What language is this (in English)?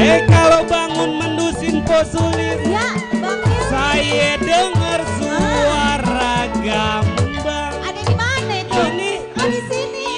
Betawi